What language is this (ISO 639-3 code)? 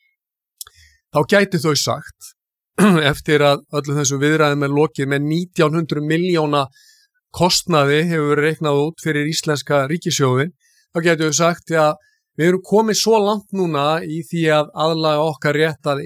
isl